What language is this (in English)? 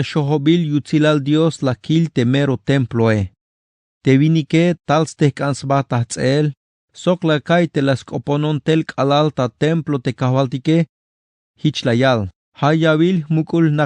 Tzeltal